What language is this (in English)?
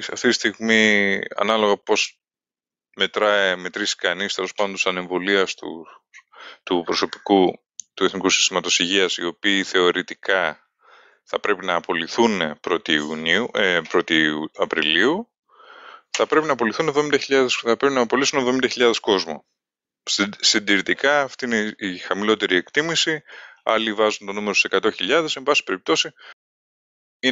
Greek